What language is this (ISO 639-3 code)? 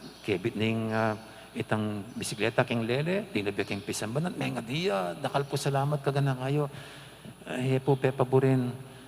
pam